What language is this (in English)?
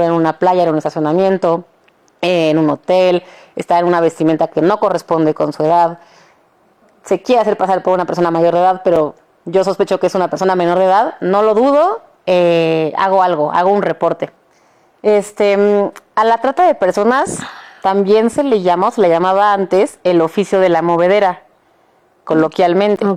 Spanish